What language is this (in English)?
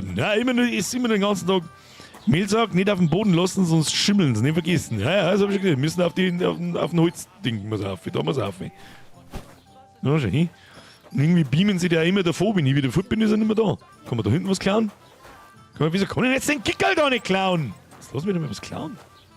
Bavarian